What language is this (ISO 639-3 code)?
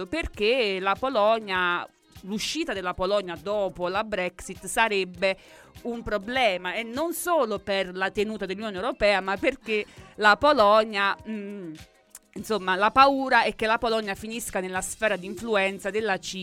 ita